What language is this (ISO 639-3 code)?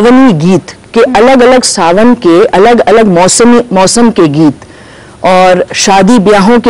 hin